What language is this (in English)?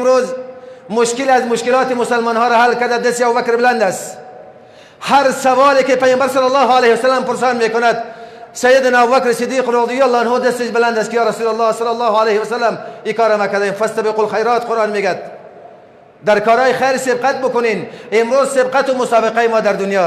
Persian